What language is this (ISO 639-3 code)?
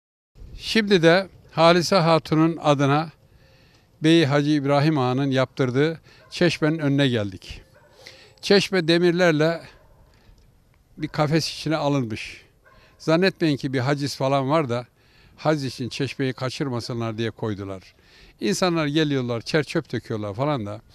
tur